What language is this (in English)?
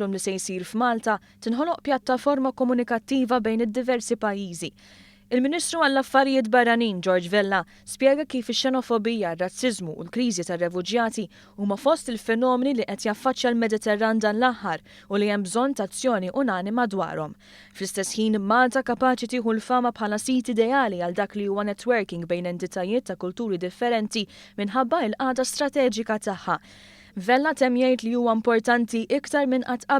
Maltese